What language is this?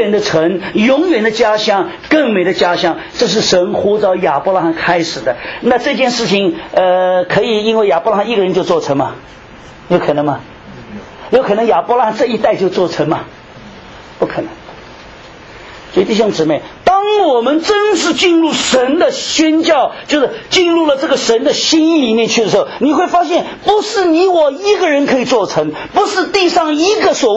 Chinese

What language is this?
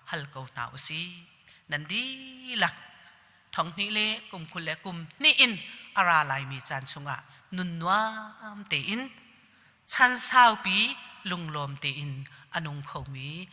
Hakha Chin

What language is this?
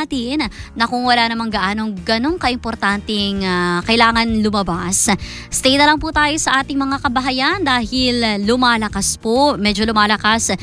Filipino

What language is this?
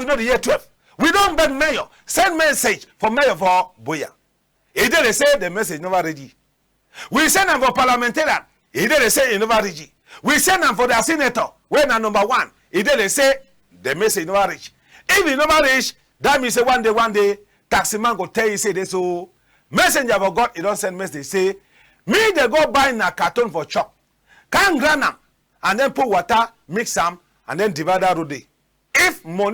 Cameroon Pidgin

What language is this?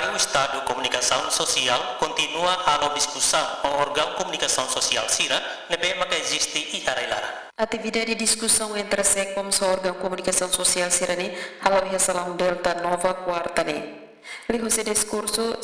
Tetum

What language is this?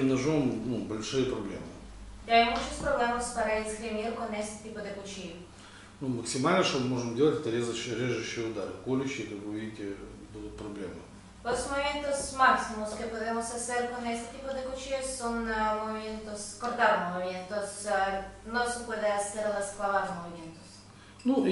Russian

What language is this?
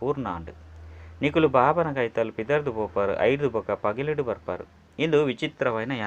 Tulu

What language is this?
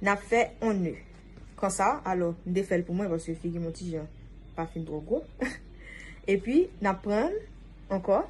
Haitian Creole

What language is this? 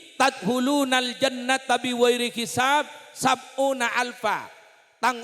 Madurese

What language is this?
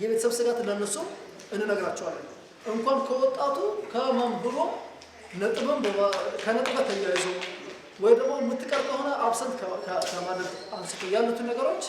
Amharic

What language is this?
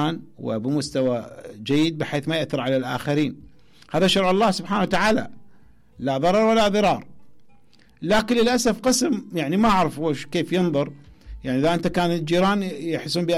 Mesopotamian Arabic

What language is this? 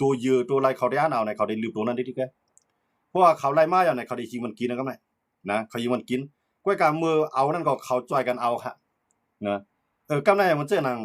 Shan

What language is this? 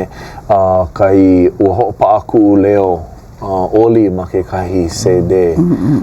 Hawaiian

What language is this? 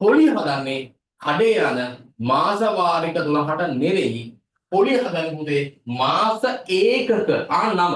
Sinhala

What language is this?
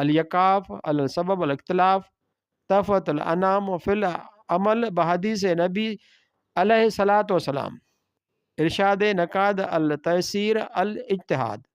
Sindhi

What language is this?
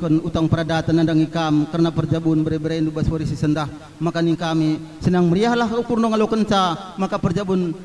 Batak Karo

